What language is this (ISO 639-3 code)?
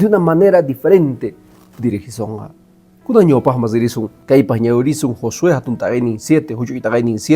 que